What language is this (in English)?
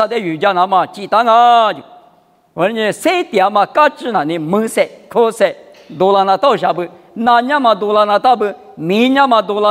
Lisu